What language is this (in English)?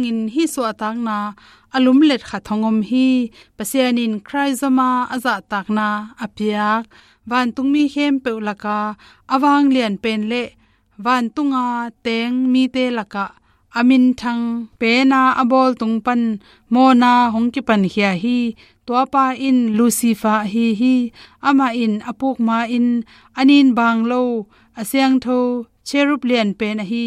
Tedim Chin